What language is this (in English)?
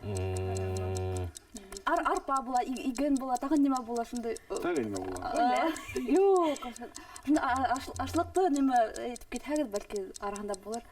Bashkir